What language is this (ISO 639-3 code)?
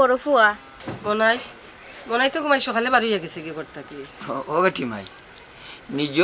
syl